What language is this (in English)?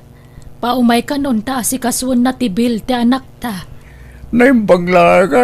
Iloko